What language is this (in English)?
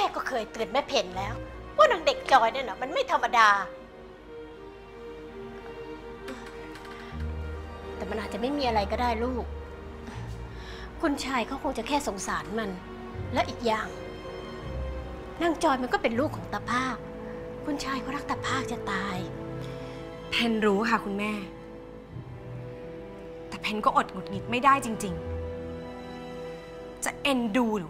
Thai